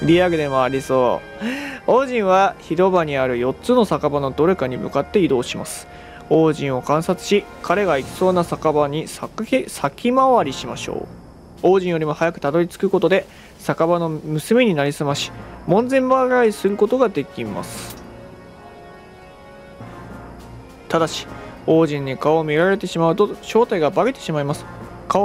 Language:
Japanese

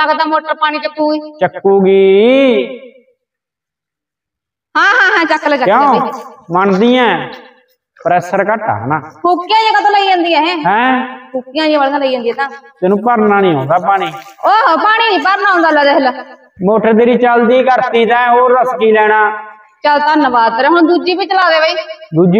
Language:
Punjabi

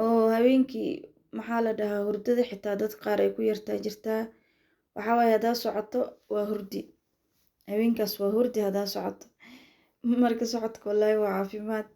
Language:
Somali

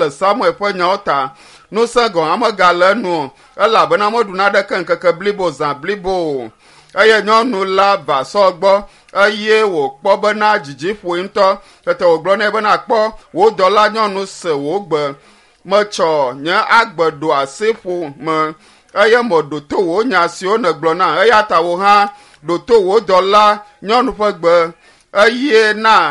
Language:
Ewe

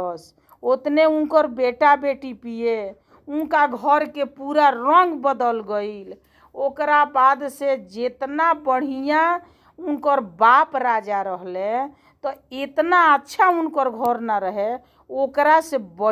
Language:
Bhojpuri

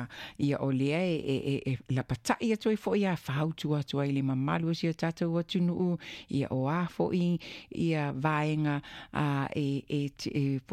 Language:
Samoan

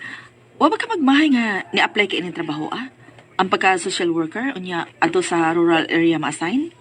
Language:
Cebuano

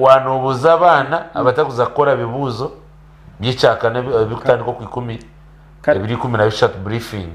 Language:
Nyankole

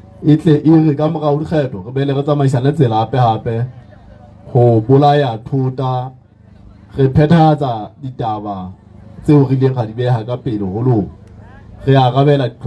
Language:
Southern Sotho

